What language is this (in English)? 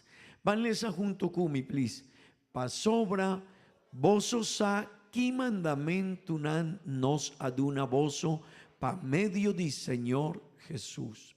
Papiamento